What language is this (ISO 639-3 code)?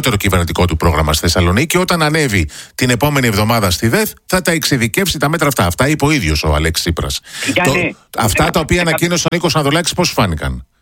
ell